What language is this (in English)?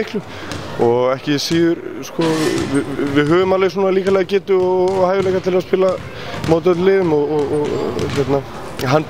Icelandic